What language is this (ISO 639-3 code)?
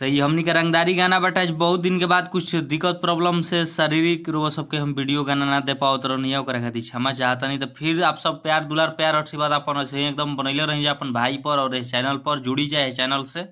bho